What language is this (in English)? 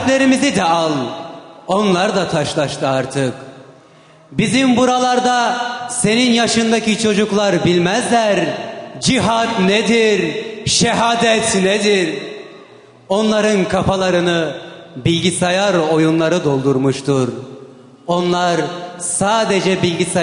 Turkish